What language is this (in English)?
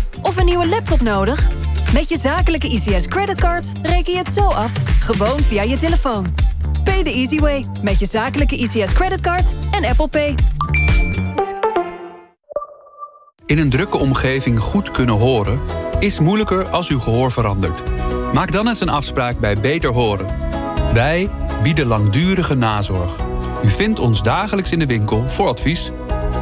Dutch